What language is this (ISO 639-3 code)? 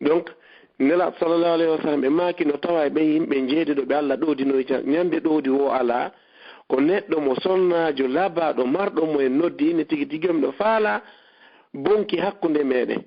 ful